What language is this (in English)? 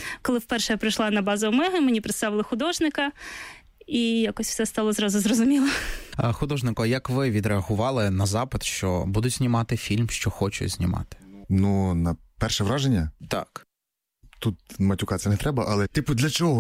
Ukrainian